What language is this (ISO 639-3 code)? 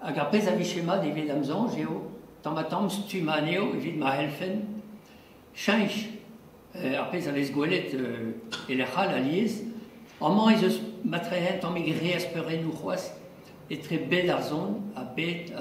bre